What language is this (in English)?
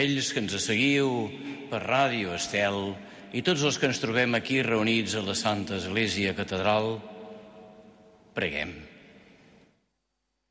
Catalan